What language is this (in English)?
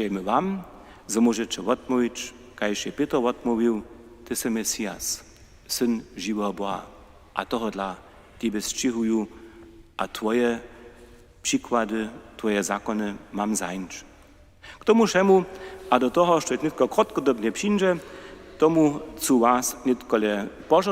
Upper Sorbian